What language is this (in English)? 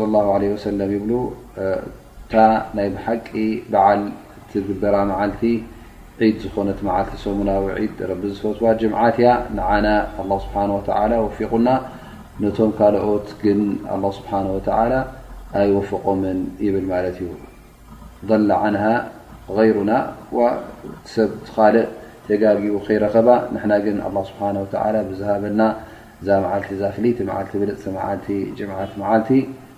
Tigrinya